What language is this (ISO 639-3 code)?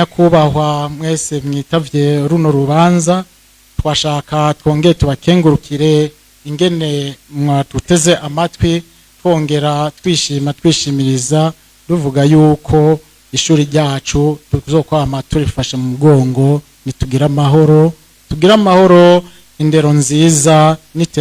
run